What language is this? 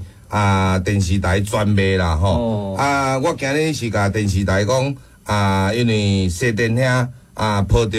Min Nan Chinese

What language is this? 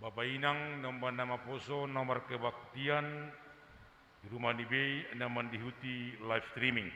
Batak Simalungun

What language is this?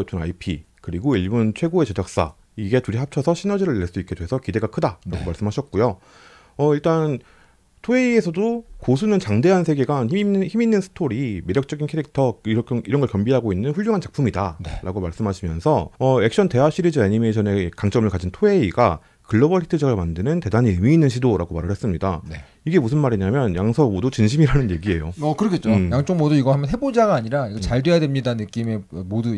Korean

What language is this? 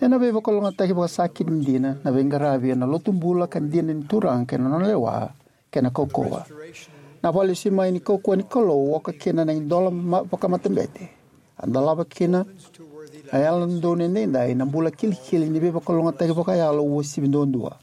Fijian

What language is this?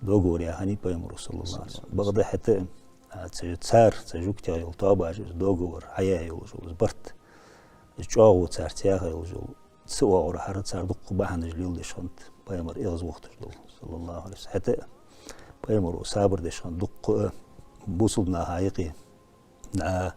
Ingush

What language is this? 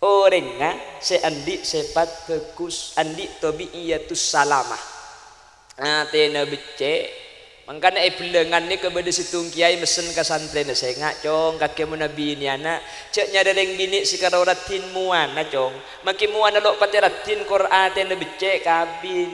Madurese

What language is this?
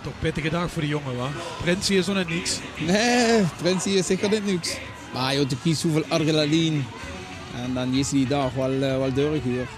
Limburgish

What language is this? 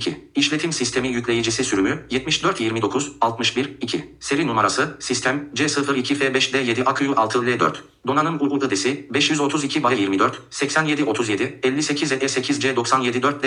Turkish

